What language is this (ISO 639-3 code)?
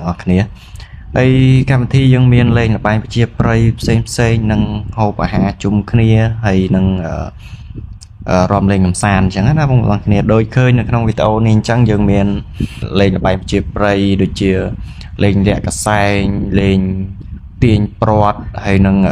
khm